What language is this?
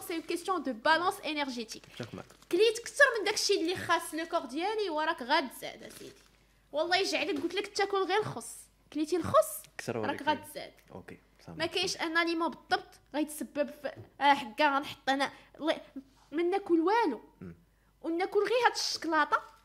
Moroccan Arabic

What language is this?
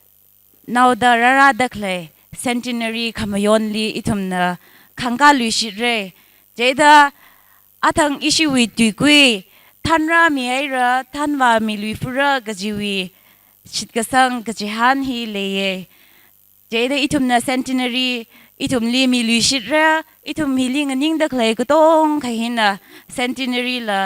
Tangkhul Naga (India)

